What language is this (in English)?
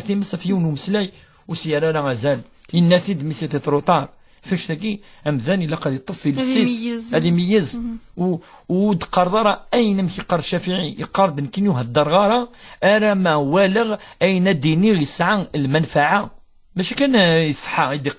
Kabyle